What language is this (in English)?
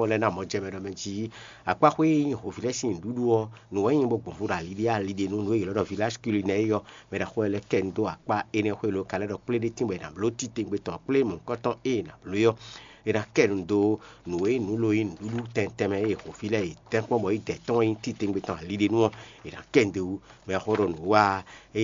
Fon